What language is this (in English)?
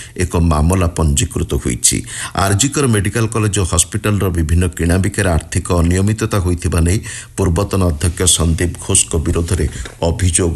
Odia